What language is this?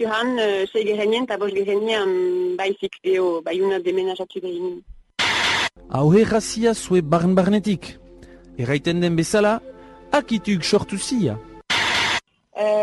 Basque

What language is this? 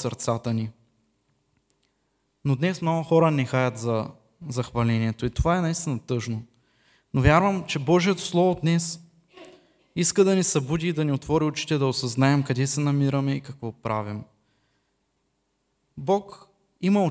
Bulgarian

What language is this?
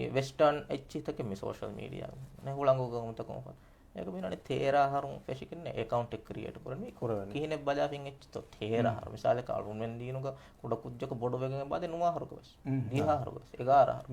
Divehi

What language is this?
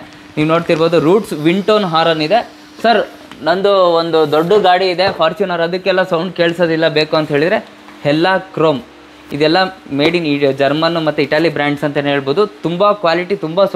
Kannada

